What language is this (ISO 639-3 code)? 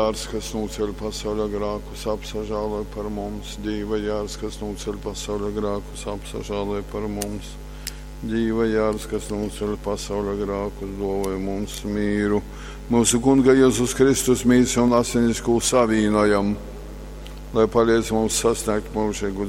ltg